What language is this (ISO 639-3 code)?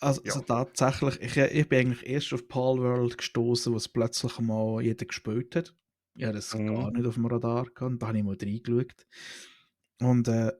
gsw